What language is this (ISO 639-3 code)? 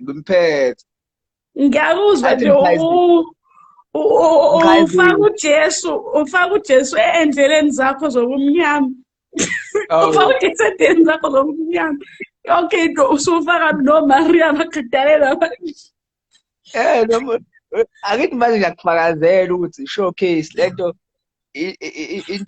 zul